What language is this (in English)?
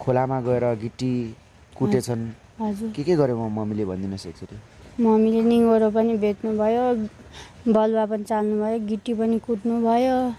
Nepali